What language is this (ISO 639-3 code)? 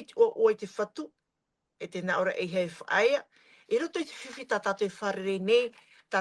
tah